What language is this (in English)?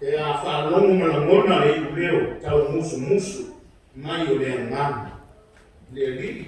Samoan